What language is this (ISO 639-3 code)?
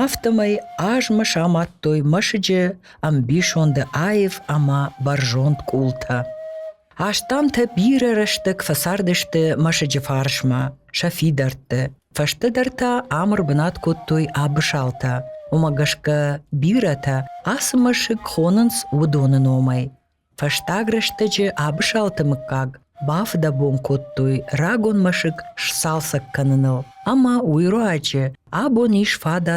oss